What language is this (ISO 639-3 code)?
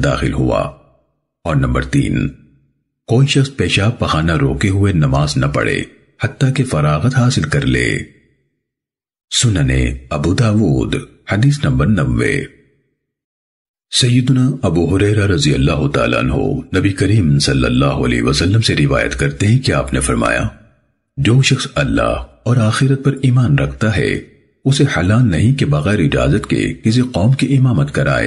urd